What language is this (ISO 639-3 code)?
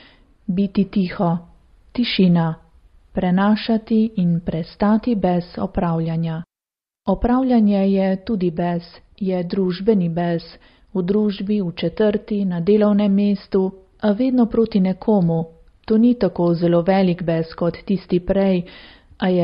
slv